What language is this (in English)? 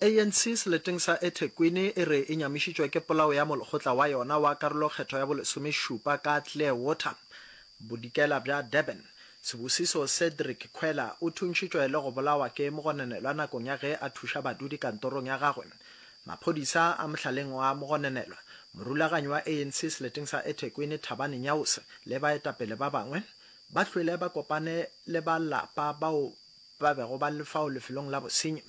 Northern Sotho